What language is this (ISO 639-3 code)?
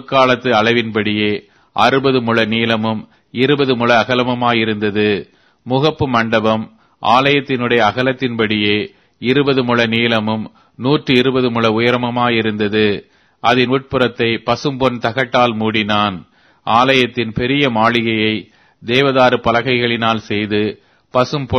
tam